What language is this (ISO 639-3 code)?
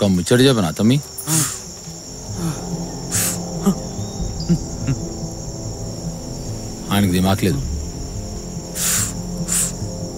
tel